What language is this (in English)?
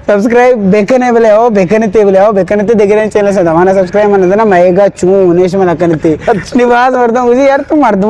Eastern Balochi